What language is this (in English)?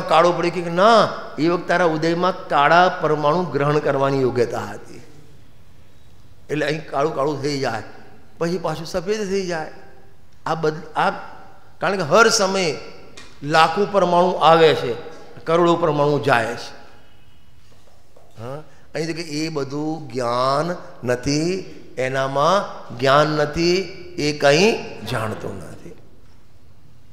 Gujarati